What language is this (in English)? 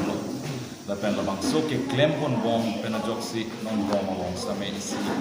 Karbi